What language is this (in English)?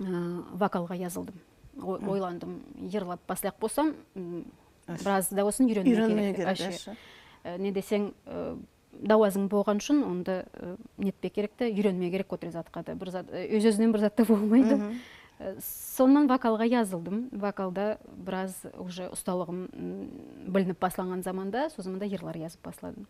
Nogai